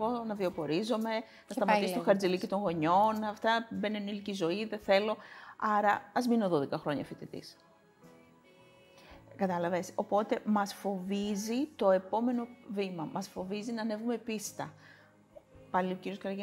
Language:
Greek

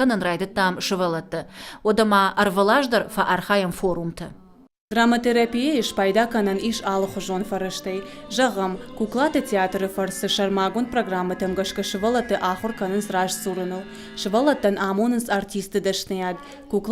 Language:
Ossetic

